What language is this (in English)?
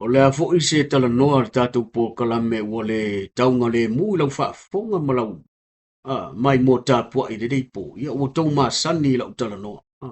Samoan